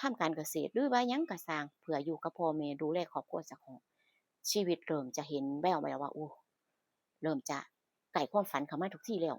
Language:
Northeastern Thai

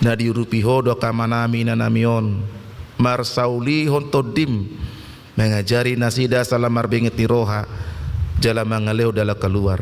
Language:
Batak Toba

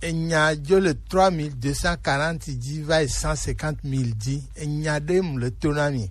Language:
Gen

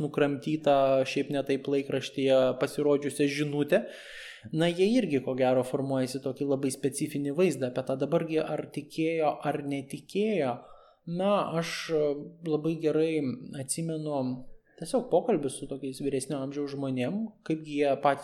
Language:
Lithuanian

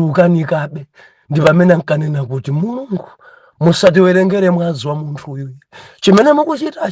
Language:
Nyanja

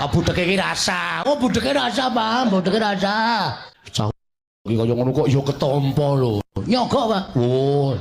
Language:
Javanese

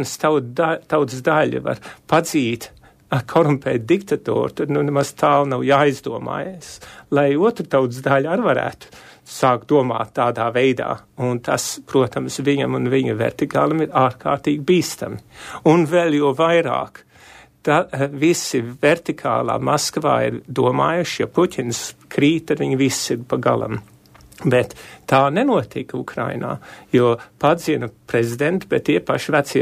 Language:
Latvian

